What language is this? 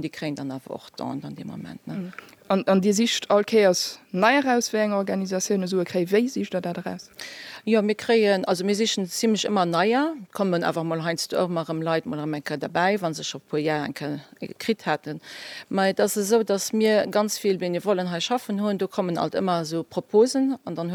Luxembourgish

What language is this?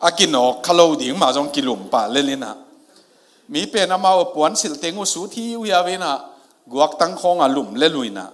Tedim Chin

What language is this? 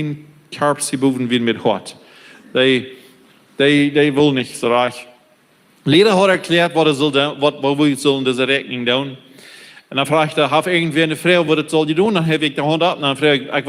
Plautdietsch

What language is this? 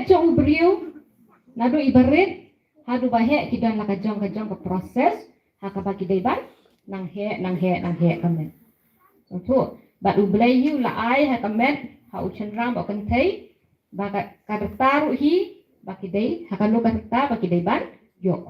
Khasi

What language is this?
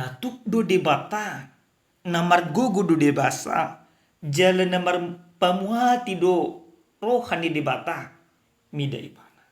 Batak Toba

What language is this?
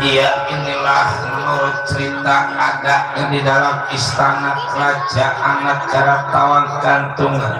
Betawi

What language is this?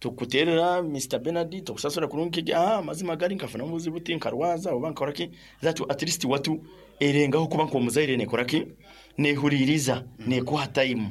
Nyankole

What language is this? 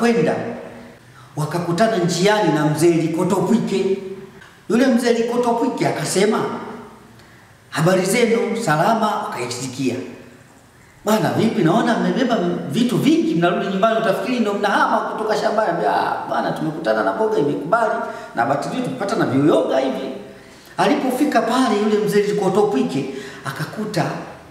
Swahili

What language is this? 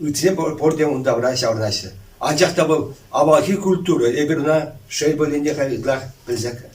Chuvash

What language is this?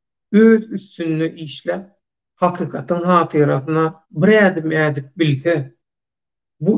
Turkmen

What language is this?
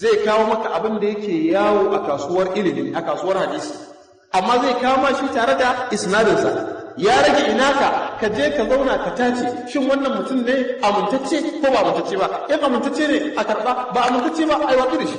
Hausa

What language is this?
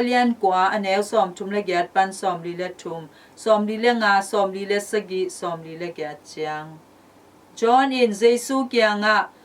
Tedim Chin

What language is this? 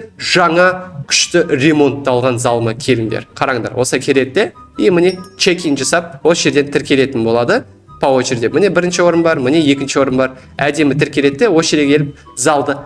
Kazakh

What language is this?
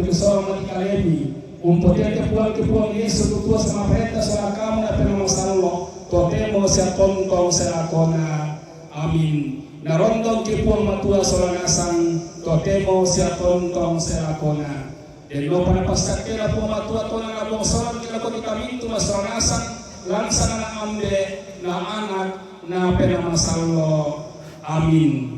Toraja-Sa'dan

